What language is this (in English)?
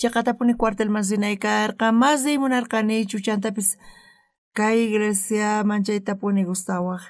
South Bolivian Quechua